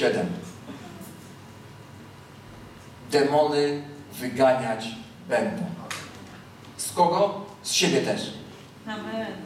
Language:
Polish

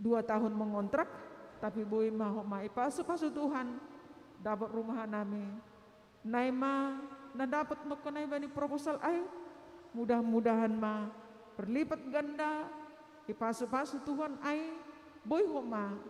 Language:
Batak Simalungun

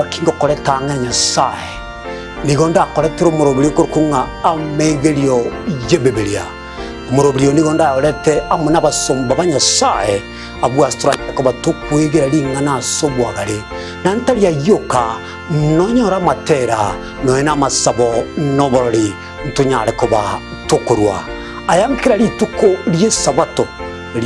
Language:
Gusii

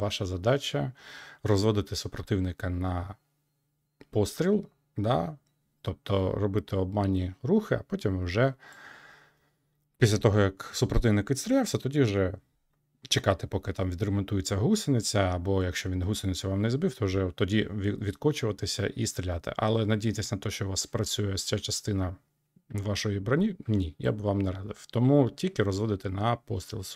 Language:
Ukrainian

